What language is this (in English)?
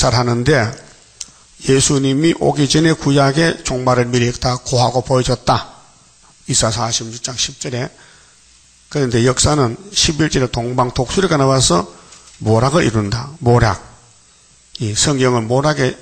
Korean